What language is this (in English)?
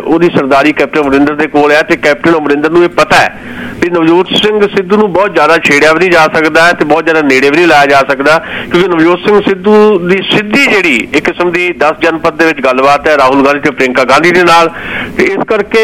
Punjabi